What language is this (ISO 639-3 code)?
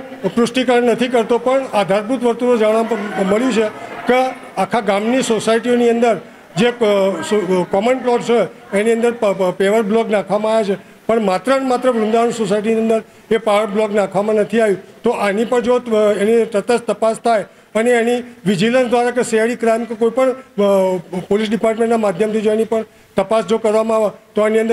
guj